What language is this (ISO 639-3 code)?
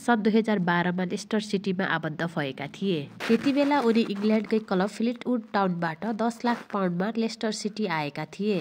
nep